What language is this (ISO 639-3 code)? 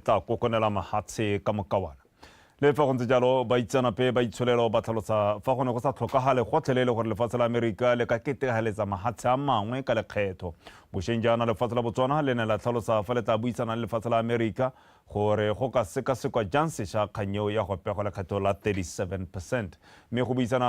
tsn